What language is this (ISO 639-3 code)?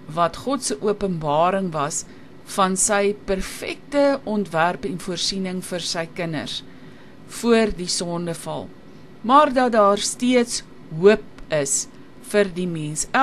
afr